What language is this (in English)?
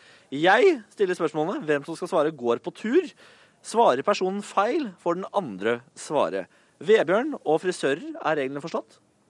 Norwegian